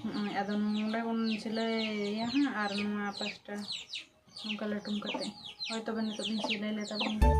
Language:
Santali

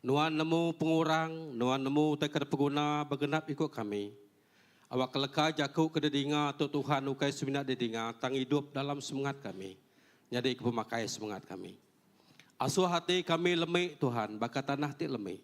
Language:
Iban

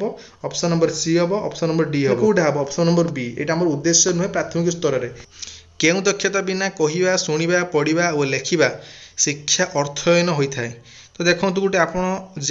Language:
Odia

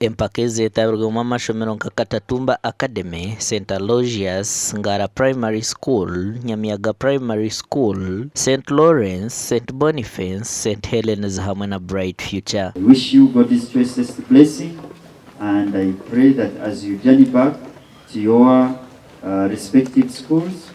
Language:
Nyankole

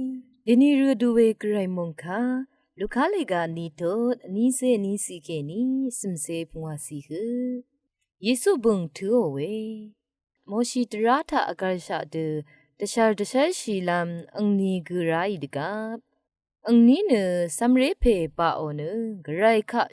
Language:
Rawang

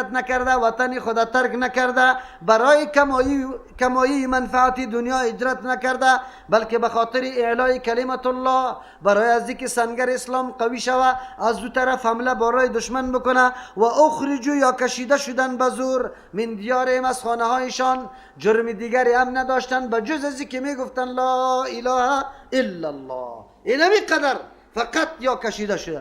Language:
Persian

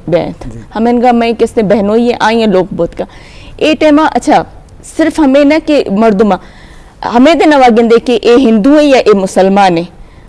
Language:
Eastern Balochi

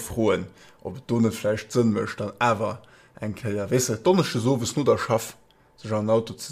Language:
Luxembourgish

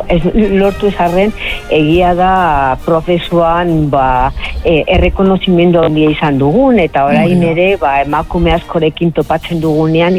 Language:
Basque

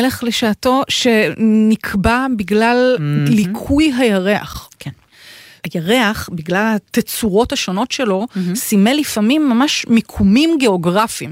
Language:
Hebrew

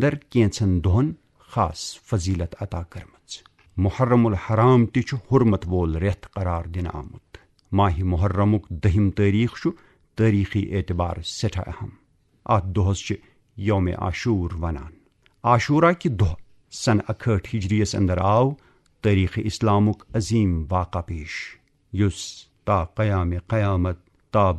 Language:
Kashmiri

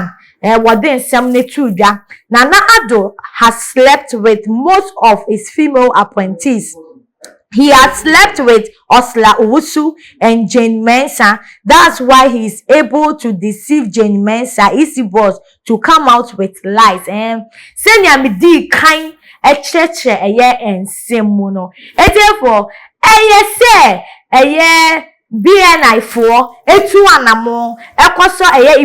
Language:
Akan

